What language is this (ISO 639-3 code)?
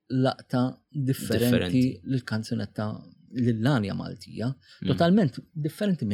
mlt